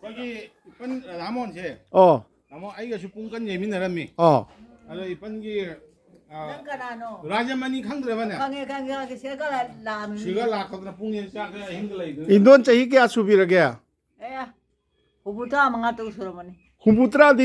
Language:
Manipuri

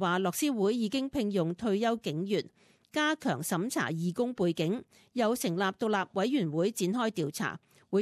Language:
Cantonese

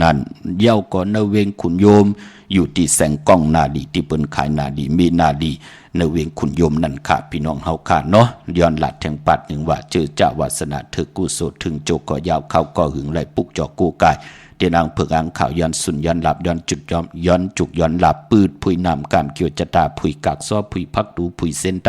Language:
Shan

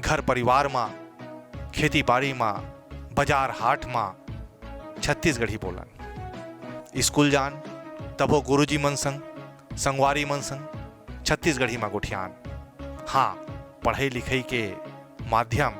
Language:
Chhattisgarhi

